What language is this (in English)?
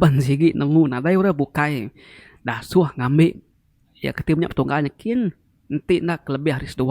Iban